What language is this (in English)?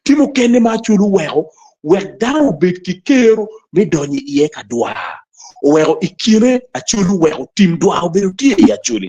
Acoli